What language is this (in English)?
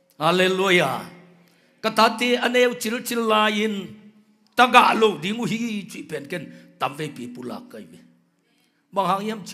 Tedim Chin